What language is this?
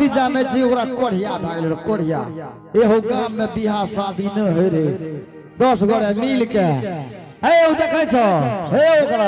Angika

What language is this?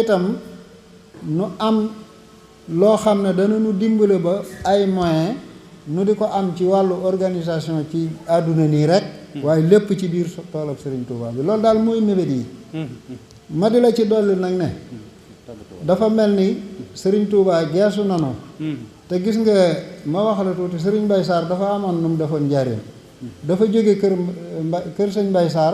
Wolof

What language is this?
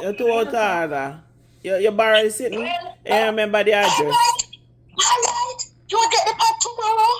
Jamaican Creole English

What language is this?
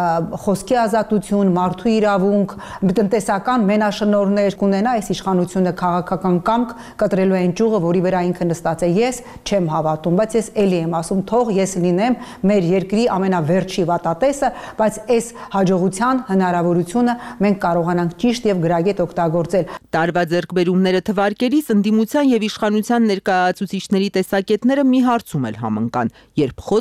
Armenian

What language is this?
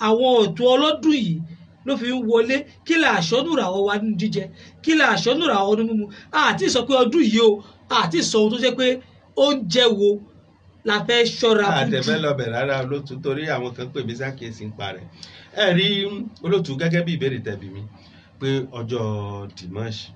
Yoruba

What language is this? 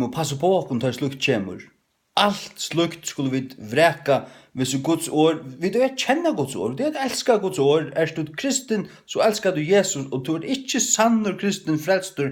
Faroese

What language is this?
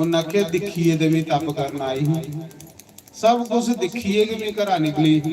Dogri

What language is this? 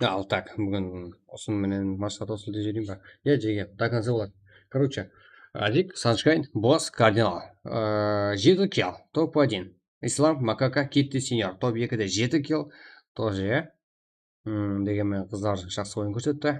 Kara-Kalpak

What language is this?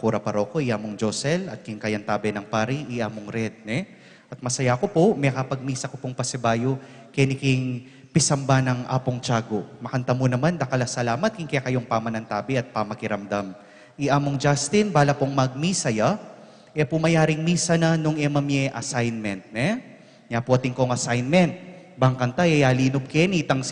Pampanga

